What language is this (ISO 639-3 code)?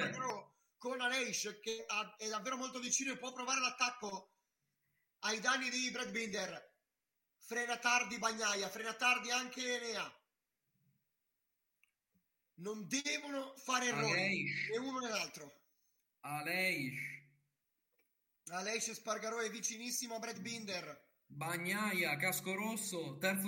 ita